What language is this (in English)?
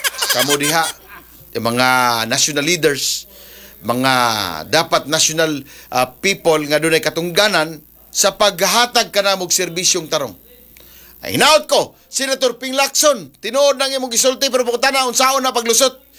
Cebuano